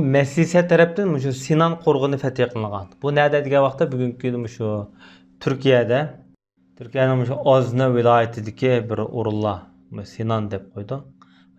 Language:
Uyghur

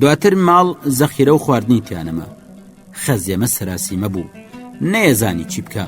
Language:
Central Kurdish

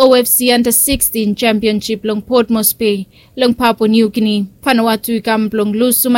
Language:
Bislama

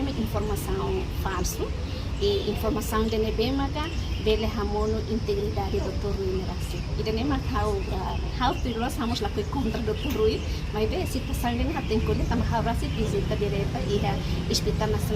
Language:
Tetum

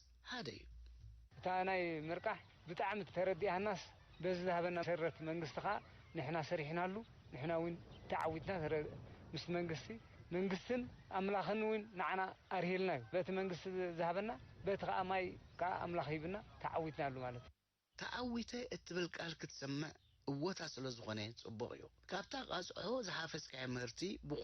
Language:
Tigrinya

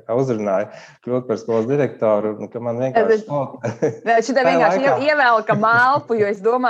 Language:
Latvian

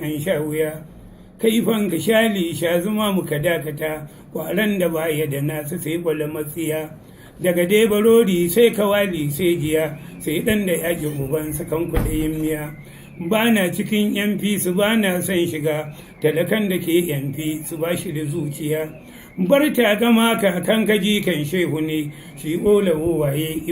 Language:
Hausa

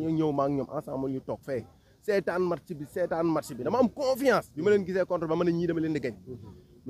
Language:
Wolof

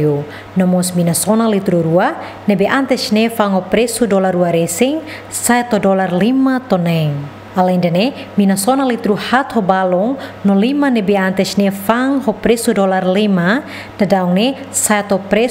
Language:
Tetum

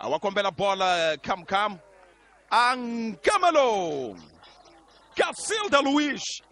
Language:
Tsonga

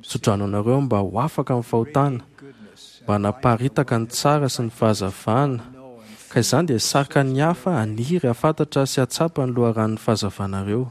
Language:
Malagasy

